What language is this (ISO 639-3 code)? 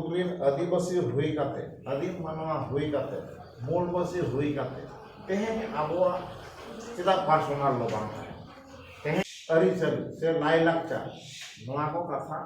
sat